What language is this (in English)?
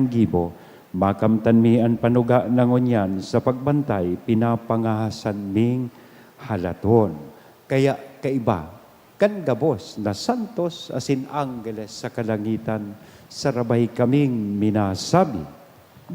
Bikol